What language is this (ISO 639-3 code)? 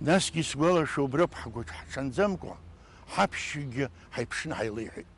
abk